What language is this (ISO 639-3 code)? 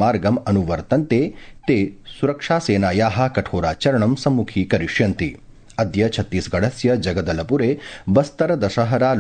san